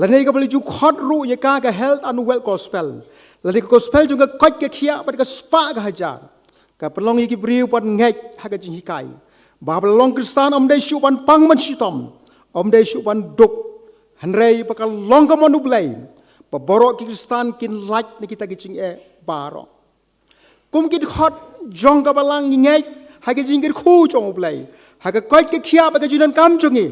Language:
Khasi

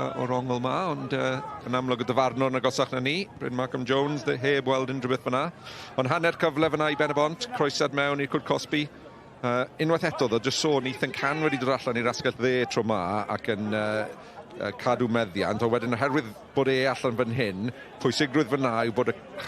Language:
Welsh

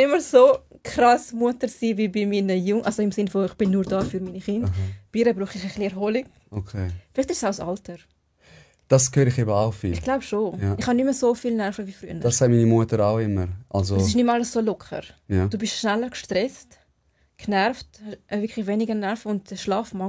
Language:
Swiss German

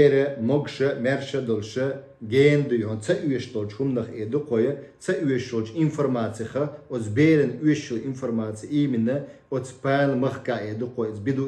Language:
Chechen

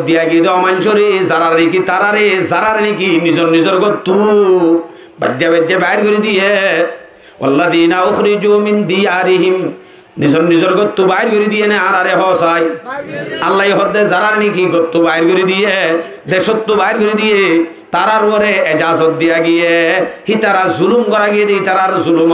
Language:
Rohingya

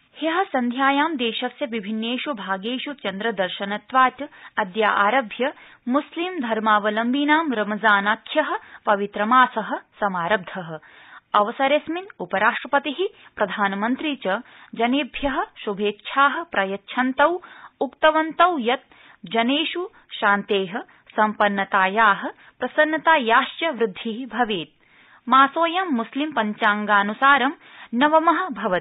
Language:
Sanskrit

